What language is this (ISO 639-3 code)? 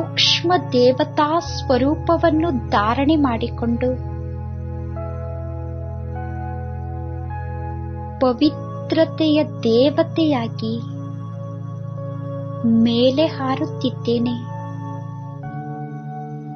kan